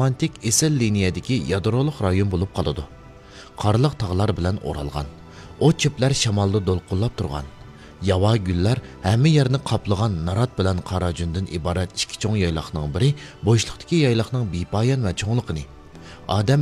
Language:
Uyghur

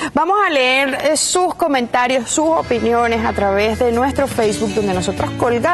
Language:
Spanish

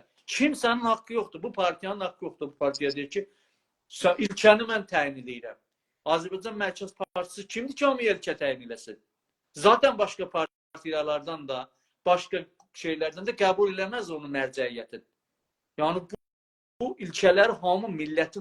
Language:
South Azerbaijani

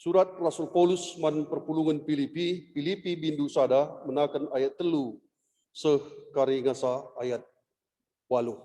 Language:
Batak Karo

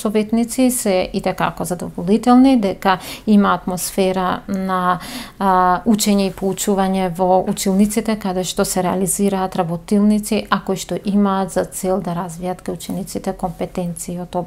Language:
Macedonian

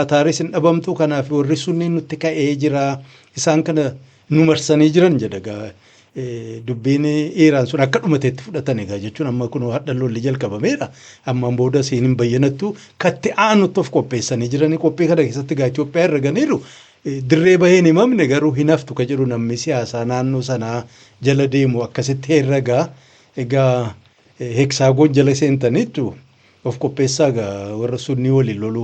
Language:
Oromo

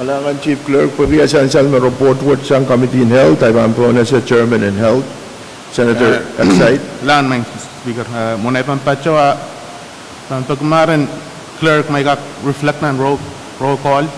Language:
Pohnpeian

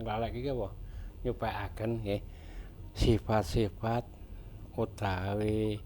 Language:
Javanese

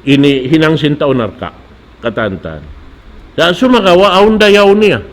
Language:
Tausug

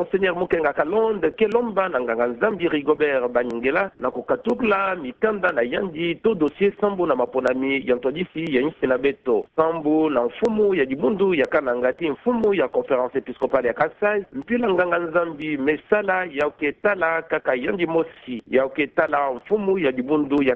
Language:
Kituba (Democratic Republic of Congo)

